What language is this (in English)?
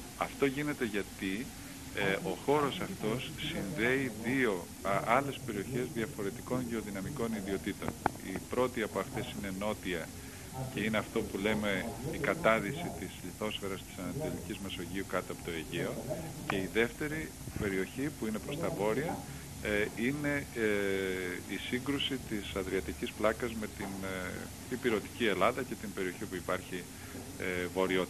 Greek